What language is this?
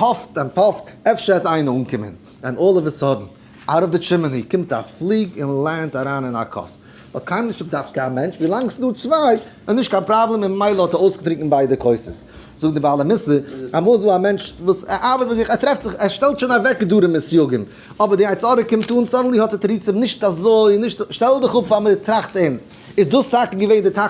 Yiddish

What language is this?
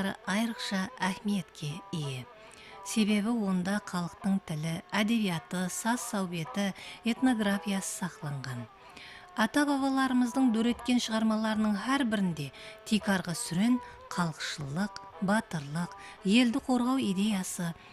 Kara-Kalpak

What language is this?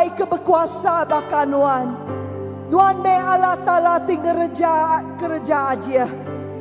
Iban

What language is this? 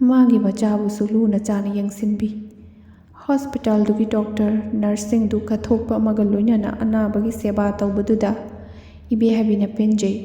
Manipuri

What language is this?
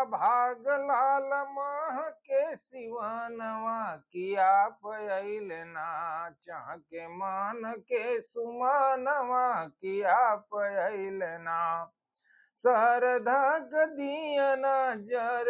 Bhojpuri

